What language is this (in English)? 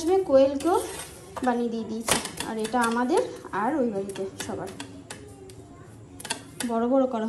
Bangla